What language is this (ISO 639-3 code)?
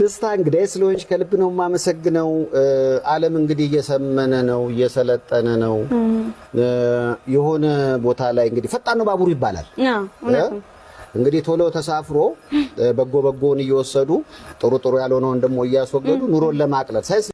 amh